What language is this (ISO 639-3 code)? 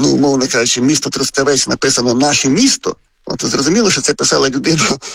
ukr